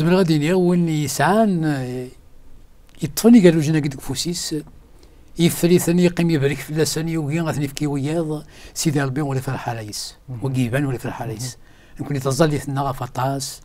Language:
Kabyle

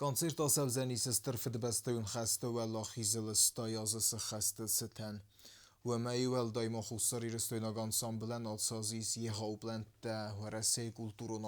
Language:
Ossetic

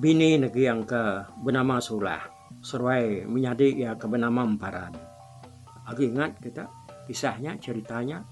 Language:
Iban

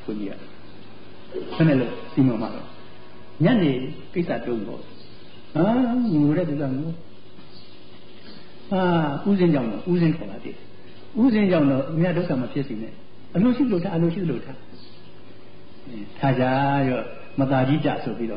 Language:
Burmese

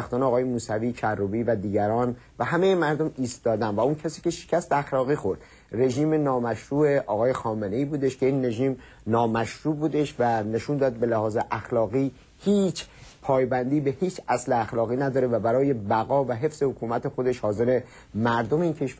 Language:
Persian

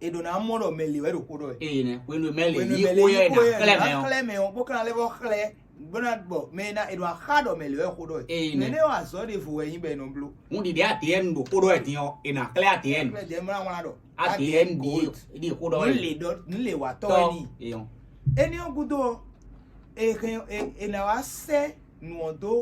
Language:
Fon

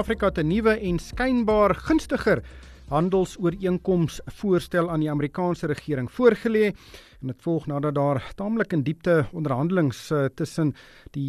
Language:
Afrikaans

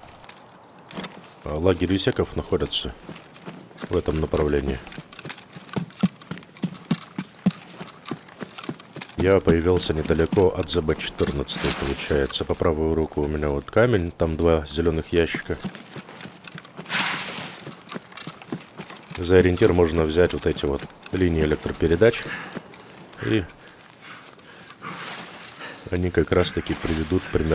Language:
Russian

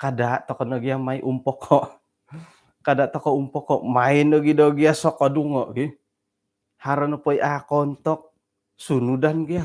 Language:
Central Dusun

